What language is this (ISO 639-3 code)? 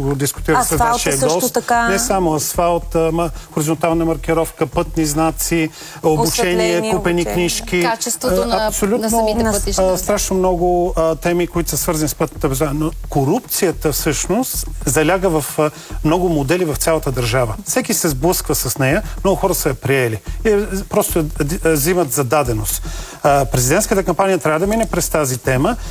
bul